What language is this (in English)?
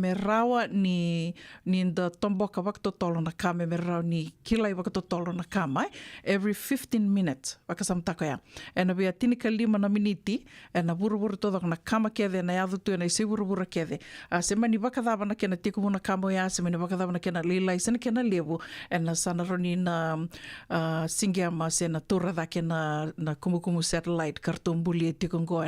Fijian